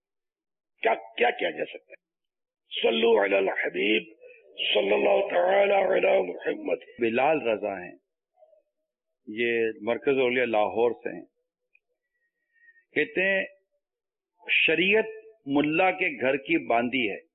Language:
Urdu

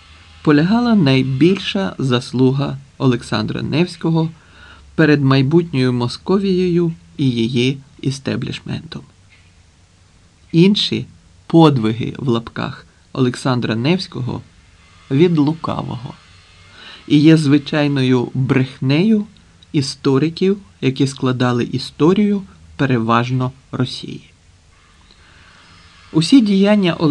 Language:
Ukrainian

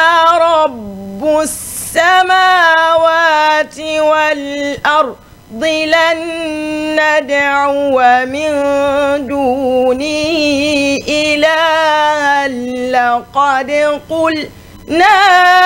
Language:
Fula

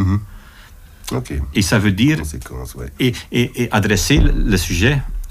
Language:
French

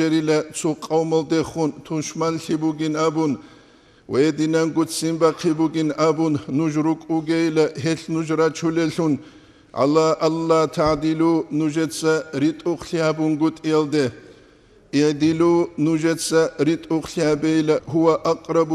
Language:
Avaric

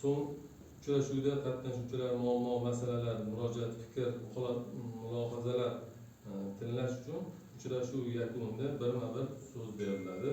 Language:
Uzbek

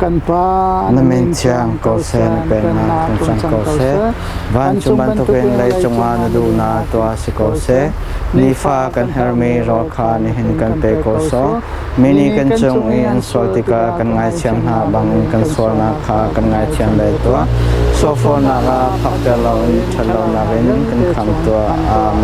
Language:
Hakha Chin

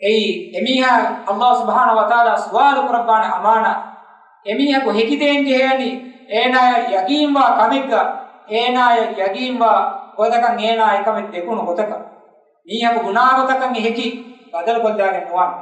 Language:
Divehi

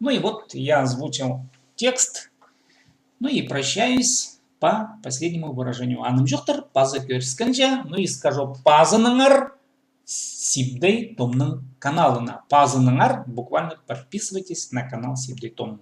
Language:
Khakas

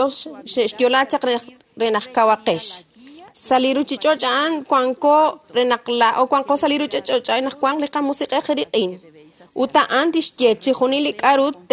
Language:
Kekchí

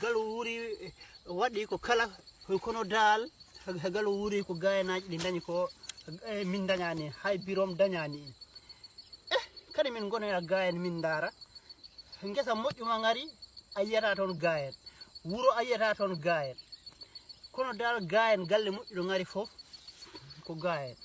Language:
Fula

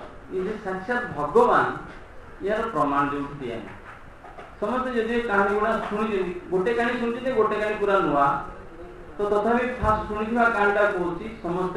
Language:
Odia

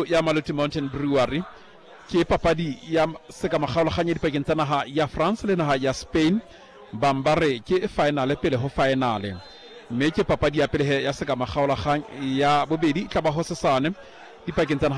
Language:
Southern Sotho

